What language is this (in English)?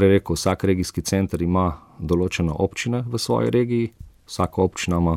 Slovenian